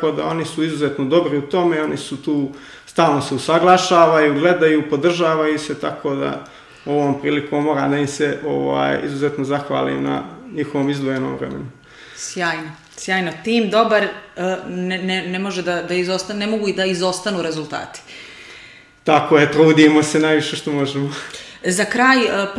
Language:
Serbian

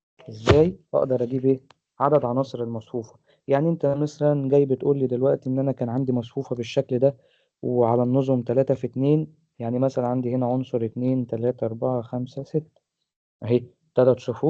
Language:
Egyptian Arabic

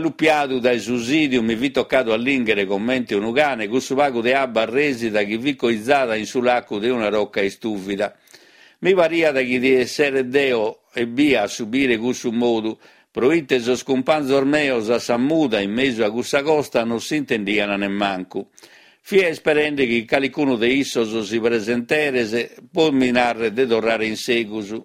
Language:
Sardinian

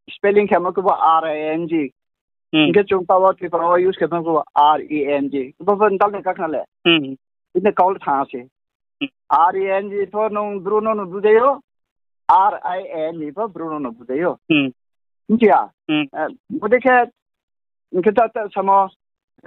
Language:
Riang (India)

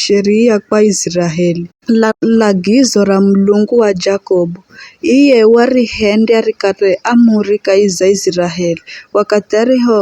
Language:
Giryama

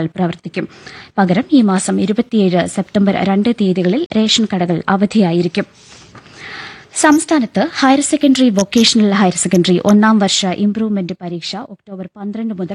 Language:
Malayalam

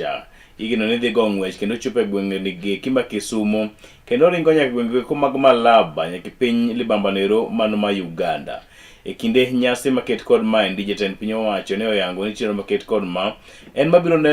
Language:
Luo (Kenya and Tanzania)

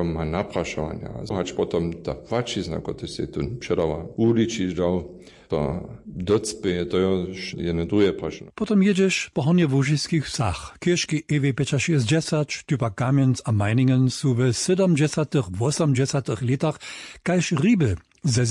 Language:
Upper Sorbian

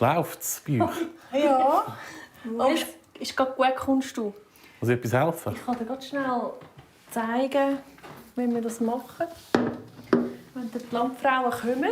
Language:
Swiss German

